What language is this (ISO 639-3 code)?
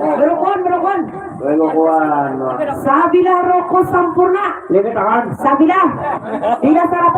bjn